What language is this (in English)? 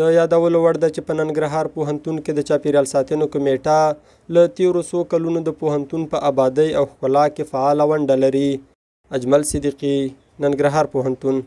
Pashto